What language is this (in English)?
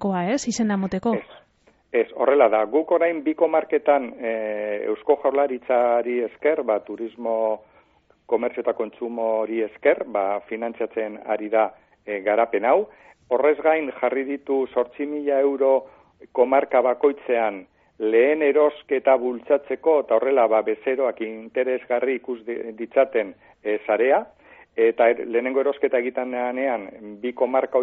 Basque